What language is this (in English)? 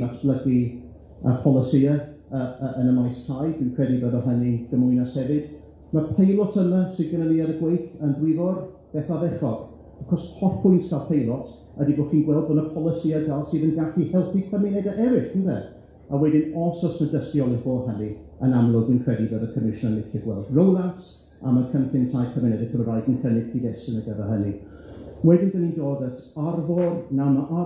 Welsh